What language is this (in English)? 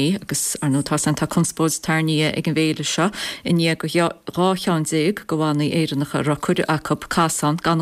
Irish